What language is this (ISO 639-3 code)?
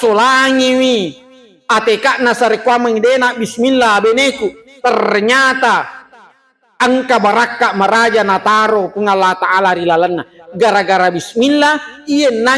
bug